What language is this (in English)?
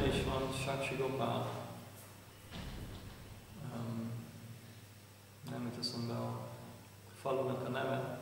Hungarian